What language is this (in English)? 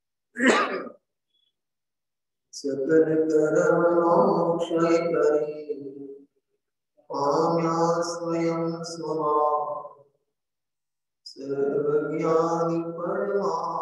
Gujarati